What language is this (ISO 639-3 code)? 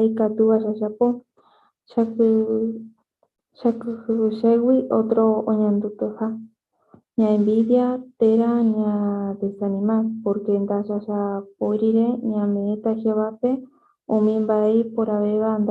grn